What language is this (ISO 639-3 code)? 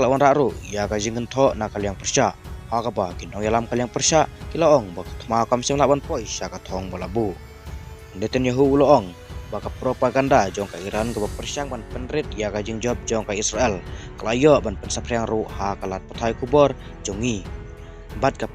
kha